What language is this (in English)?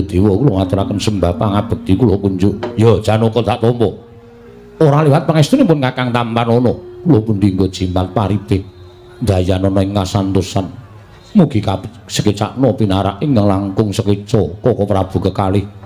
Javanese